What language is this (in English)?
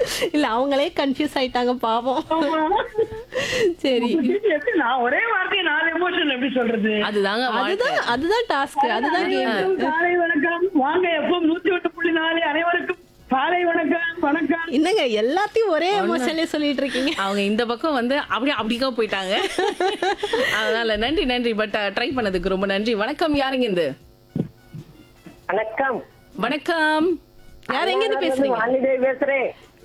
Tamil